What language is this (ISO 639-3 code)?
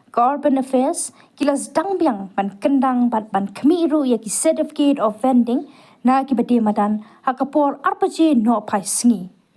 kha